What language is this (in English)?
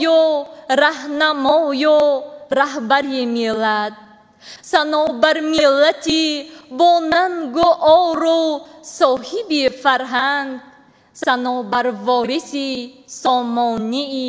Tajik